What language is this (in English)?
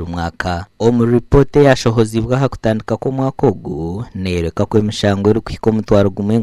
Nyankole